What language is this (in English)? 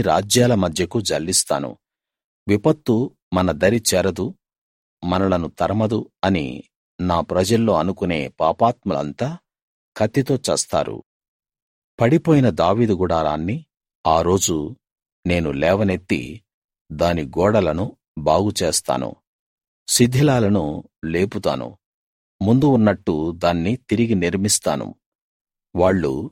Telugu